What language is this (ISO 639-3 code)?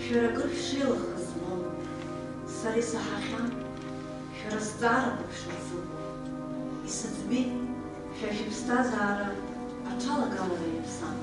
abk